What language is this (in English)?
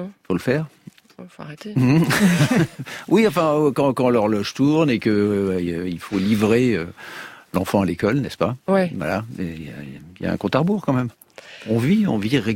French